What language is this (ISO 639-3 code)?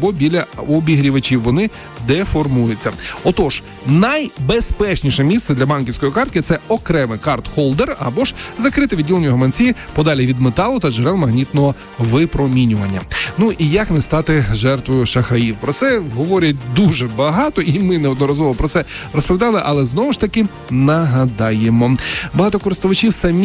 ukr